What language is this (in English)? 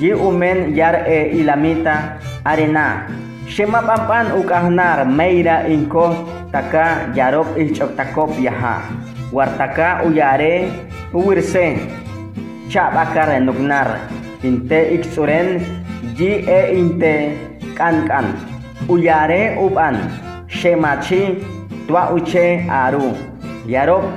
Chortí